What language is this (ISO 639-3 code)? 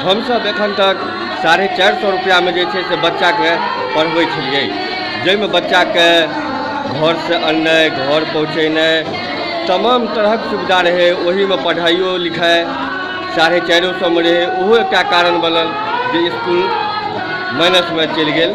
mai